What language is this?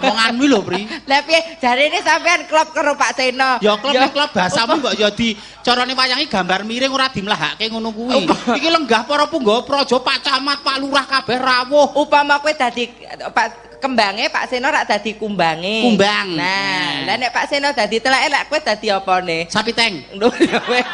Javanese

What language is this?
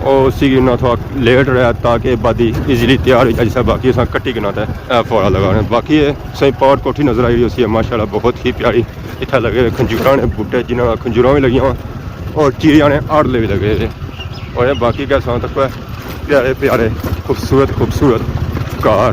Pahari-Potwari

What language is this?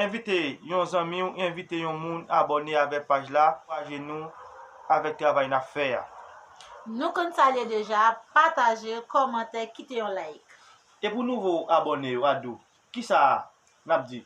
Haitian Creole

